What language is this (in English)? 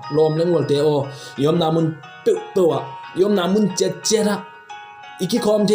Tedim Chin